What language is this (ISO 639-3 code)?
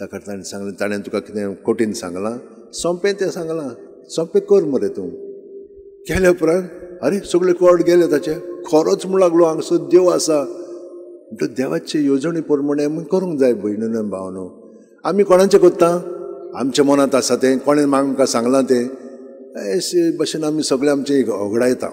kok